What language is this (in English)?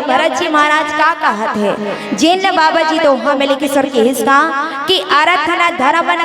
Chhattisgarhi